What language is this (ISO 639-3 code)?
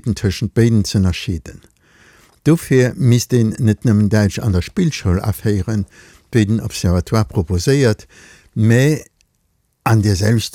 ltz